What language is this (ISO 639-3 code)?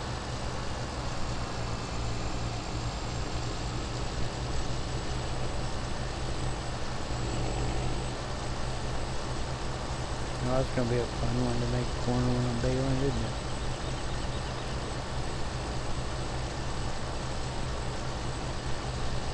eng